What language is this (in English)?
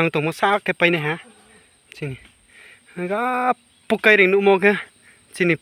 Riang (India)